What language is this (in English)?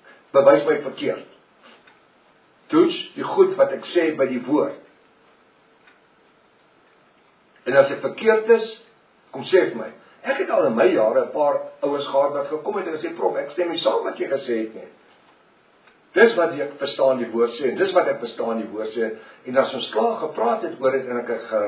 Afrikaans